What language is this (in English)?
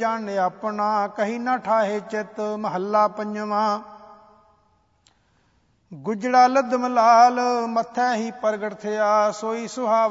Punjabi